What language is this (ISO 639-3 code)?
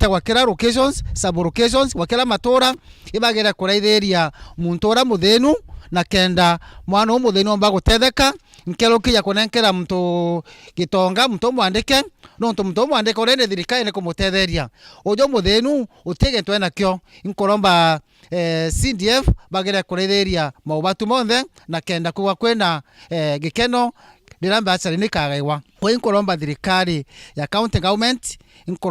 mer